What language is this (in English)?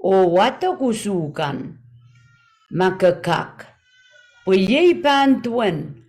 Pohnpeian